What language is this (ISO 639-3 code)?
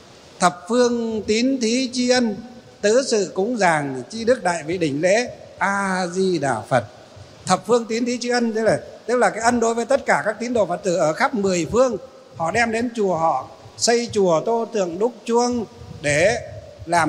vie